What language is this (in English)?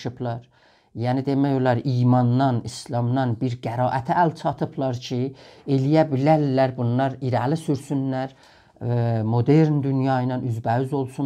South Azerbaijani